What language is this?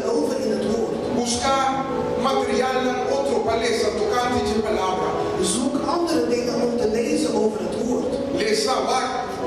Papiamento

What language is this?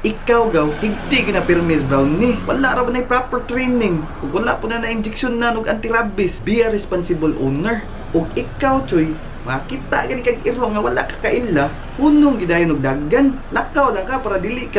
Cebuano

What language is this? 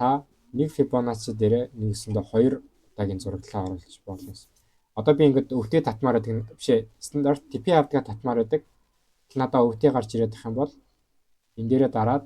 Mongolian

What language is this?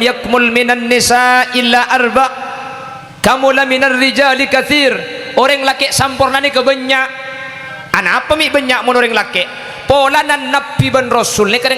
Madurese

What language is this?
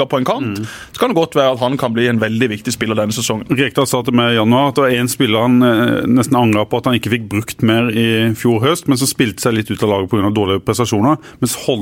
Norwegian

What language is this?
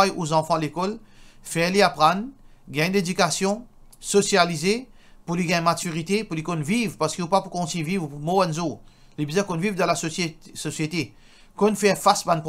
Morisyen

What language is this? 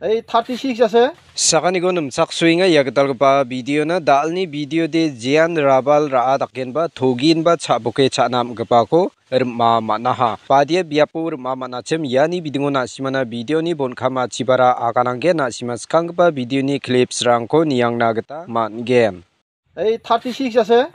Garo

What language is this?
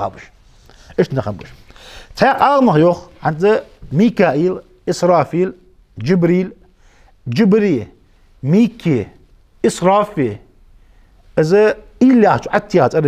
Ingush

